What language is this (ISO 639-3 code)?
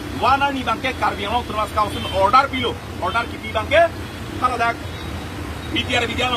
mjw